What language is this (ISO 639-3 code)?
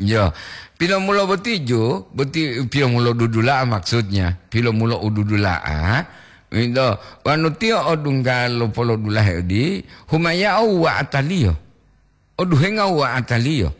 gor